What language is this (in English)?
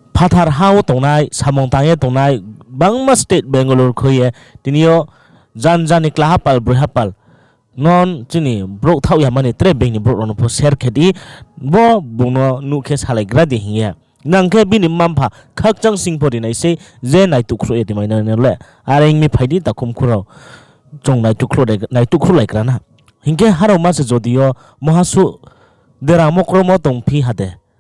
Riang (India)